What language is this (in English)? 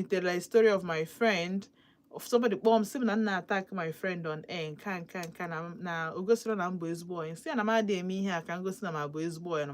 Igbo